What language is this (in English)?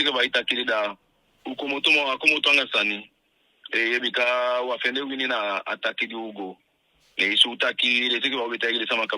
Eastern Maroon Creole